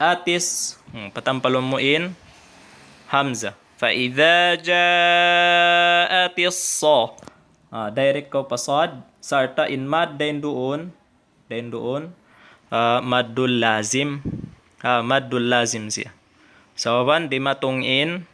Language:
Tausug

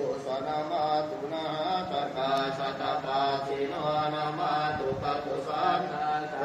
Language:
Pali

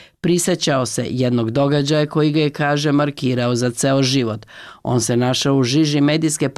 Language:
Serbian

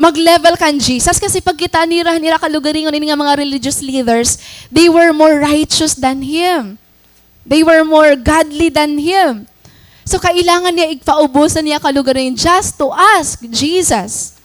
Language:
Waray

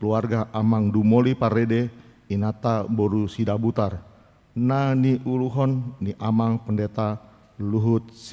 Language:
Batak Toba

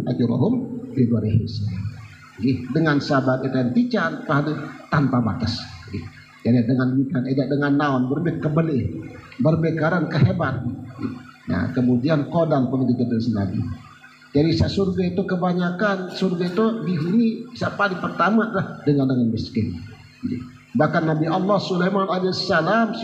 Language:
Sasak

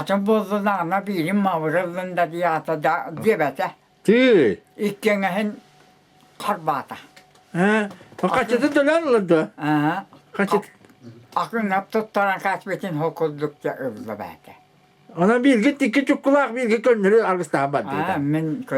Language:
Yakut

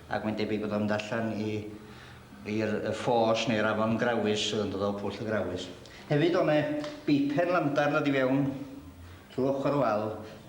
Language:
Welsh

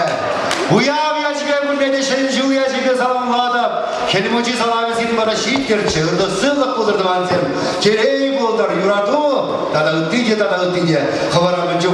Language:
Chuvash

